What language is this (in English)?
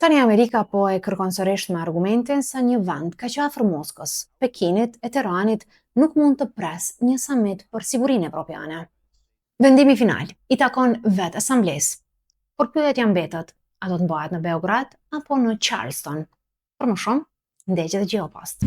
Albanian